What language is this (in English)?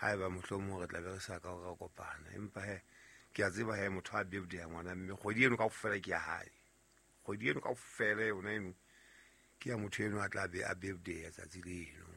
Southern Sotho